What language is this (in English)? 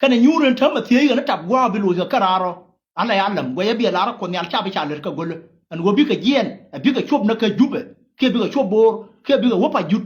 Nuer